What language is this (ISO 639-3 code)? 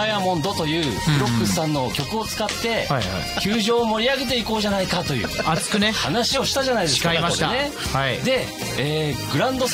jpn